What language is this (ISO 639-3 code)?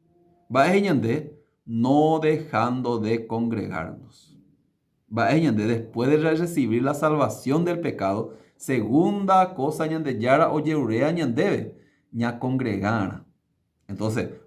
grn